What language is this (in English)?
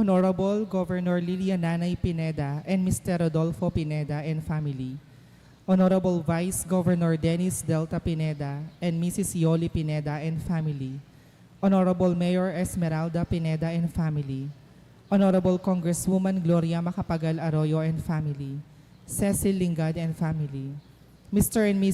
Pampanga